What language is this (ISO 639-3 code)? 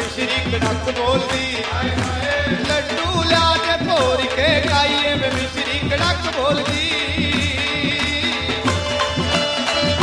pan